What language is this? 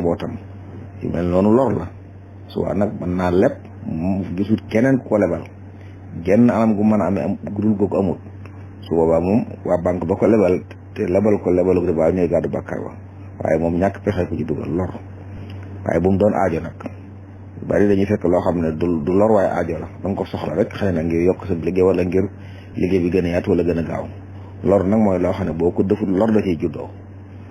Wolof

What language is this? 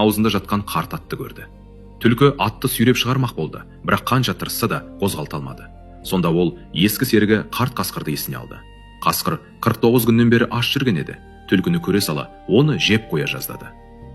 Kazakh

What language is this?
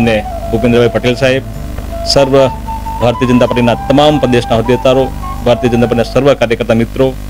Gujarati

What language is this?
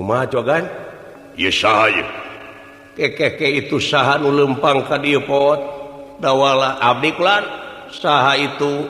Sundanese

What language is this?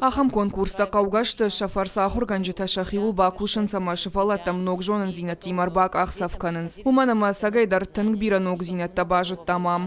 Ossetic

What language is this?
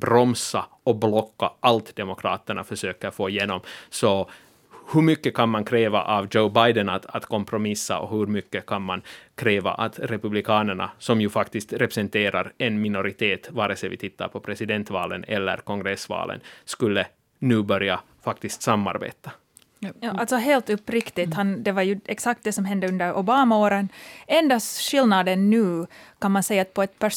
Swedish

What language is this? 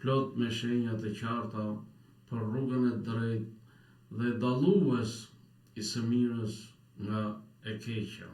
Albanian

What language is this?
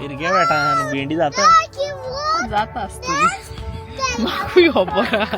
Konkani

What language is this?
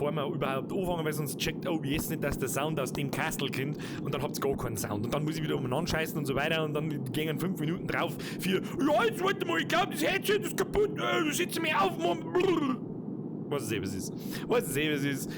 Bavarian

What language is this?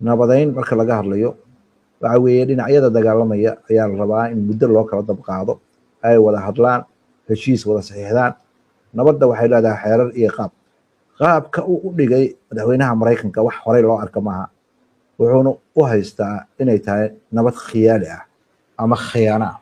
Somali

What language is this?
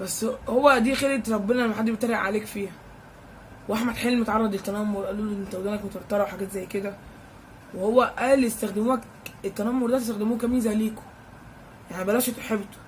Egyptian Arabic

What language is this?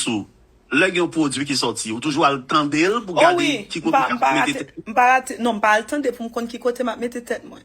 Haitian Creole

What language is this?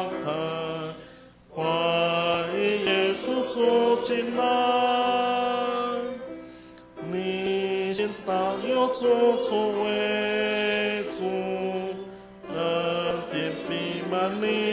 Chinese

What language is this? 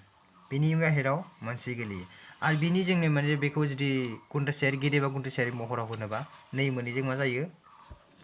Bodo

